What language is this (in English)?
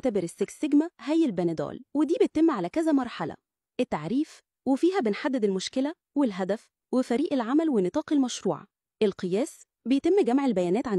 Egyptian Arabic